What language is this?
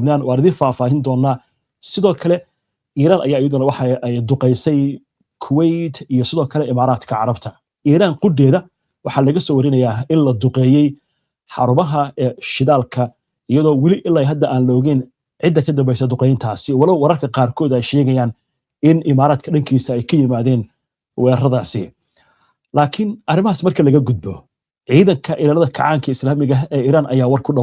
Somali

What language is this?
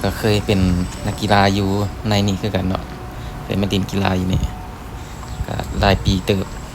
Lao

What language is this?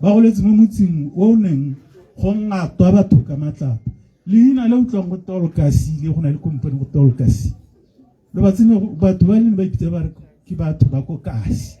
Tswana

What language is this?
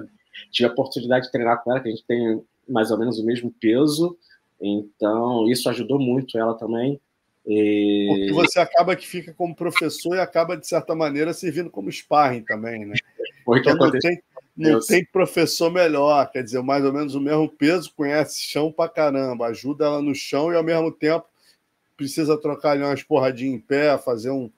Portuguese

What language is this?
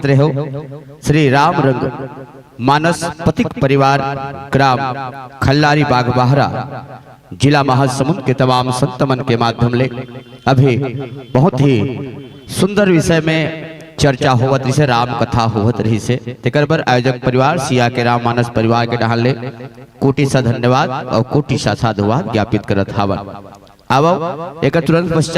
Chhattisgarhi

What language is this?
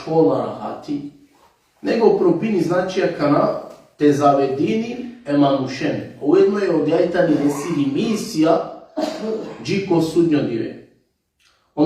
Balkan Romani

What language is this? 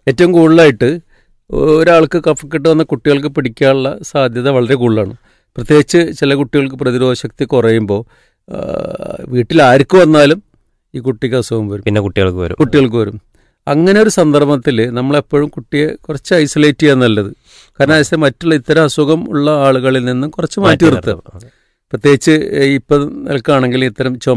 Malayalam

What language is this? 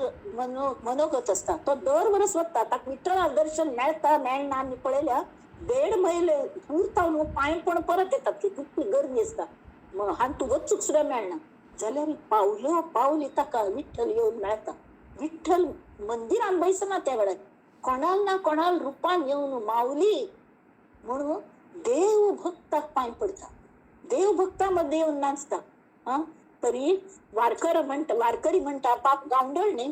Konkani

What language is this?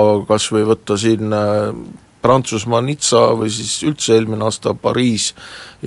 Estonian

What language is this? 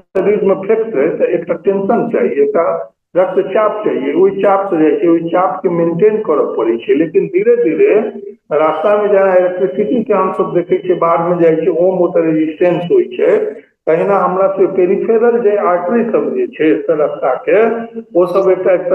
Maithili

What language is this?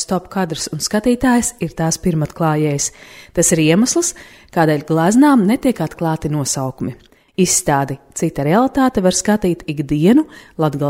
Latvian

